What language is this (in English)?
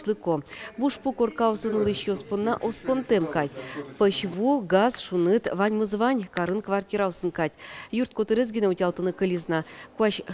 Udmurt